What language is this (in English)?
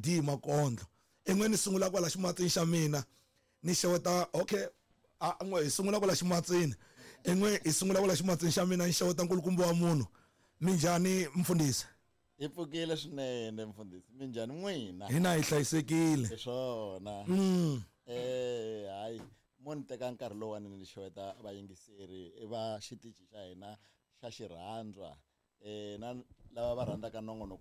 Tsonga